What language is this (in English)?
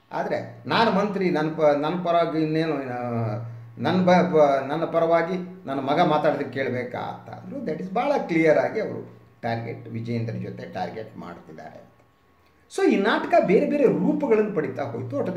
Kannada